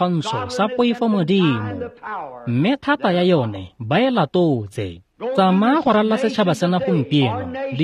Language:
Tswana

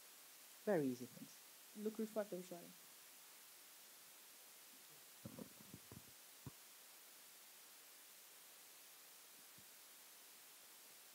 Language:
Romanian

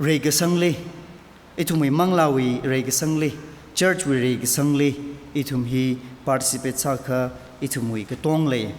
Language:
Tangkhul Naga (India)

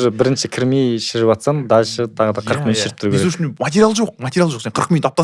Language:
Kazakh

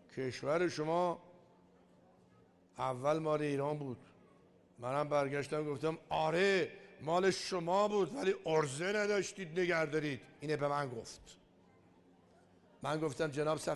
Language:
Persian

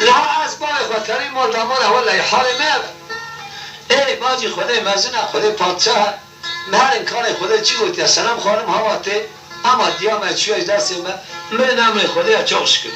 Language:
Kurdish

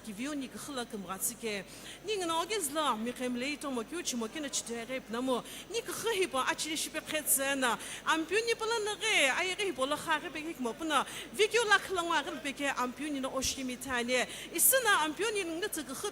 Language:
Sumi Naga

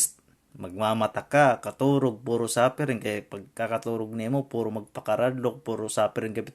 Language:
Waray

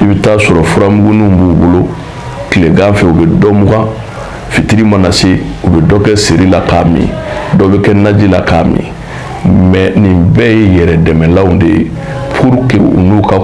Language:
Bambara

